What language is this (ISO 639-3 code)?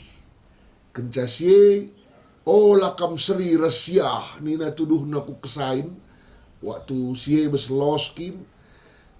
btx